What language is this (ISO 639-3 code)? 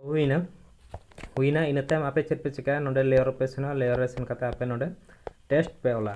sat